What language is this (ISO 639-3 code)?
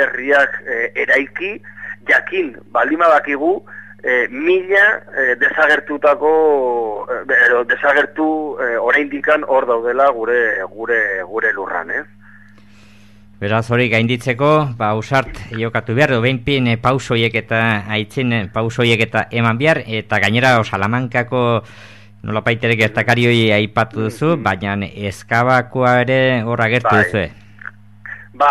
eus